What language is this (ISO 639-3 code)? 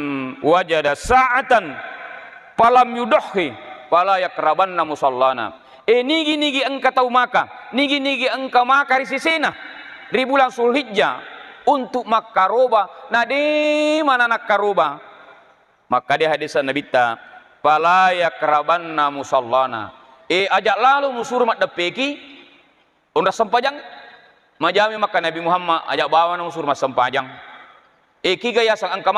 bug